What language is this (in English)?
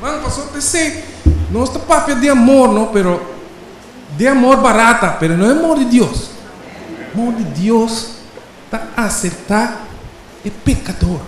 Papiamento